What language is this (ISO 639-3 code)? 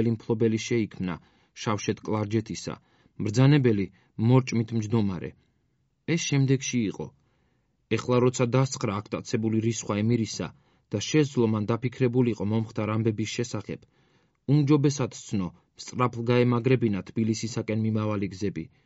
kat